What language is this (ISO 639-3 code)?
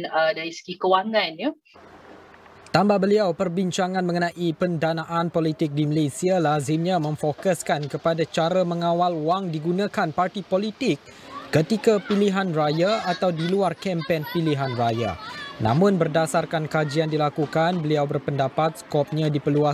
msa